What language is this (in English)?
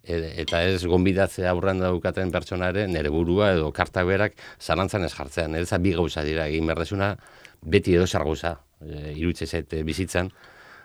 Basque